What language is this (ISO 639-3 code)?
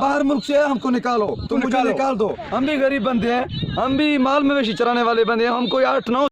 skr